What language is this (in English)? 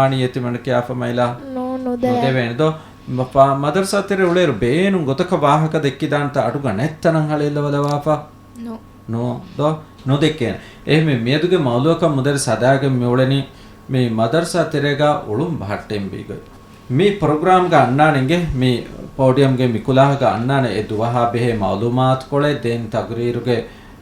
Divehi